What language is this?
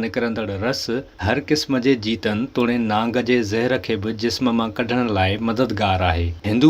Sindhi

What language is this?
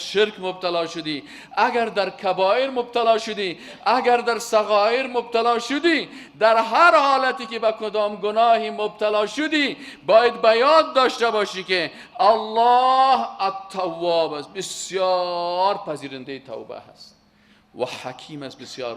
Persian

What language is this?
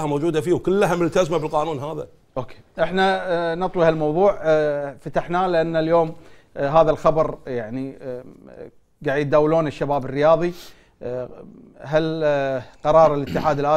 Gulf Arabic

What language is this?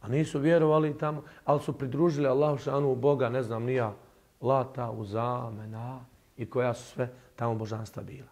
Bosnian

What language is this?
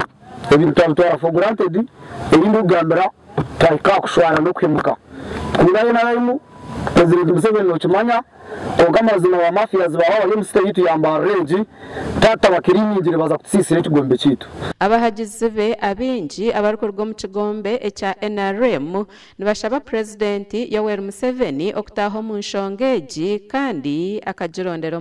Nyankole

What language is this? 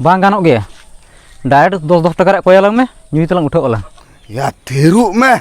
Santali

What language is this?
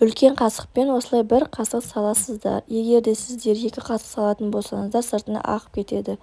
Kazakh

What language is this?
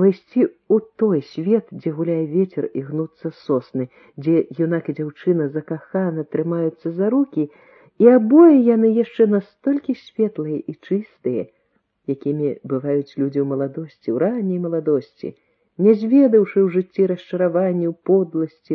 Belarusian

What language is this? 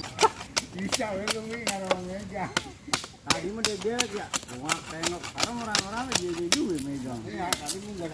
Betawi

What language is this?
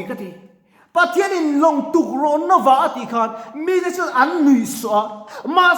Mizo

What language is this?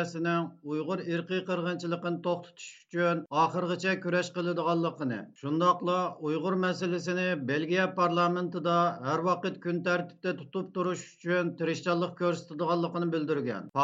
Uyghur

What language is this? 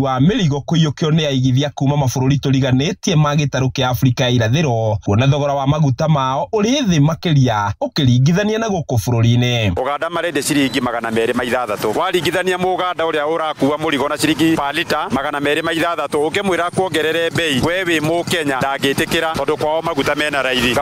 Kikuyu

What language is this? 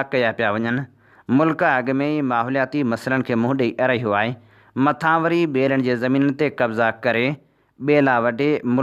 Sindhi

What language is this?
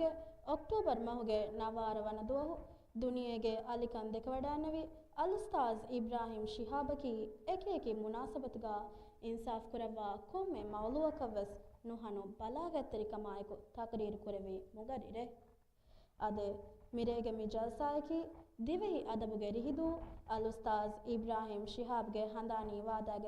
Divehi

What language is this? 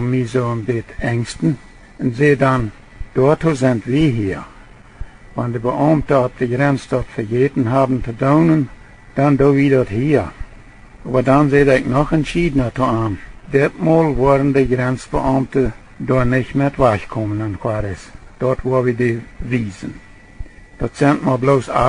Plautdietsch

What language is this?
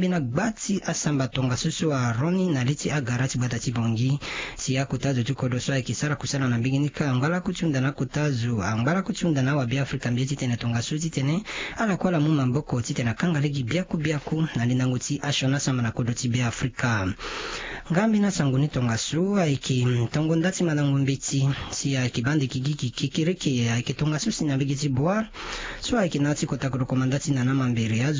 Sango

